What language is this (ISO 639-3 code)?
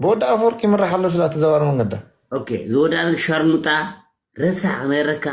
tir